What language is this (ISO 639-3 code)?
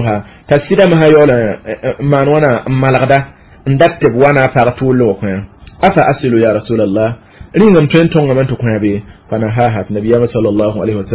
mos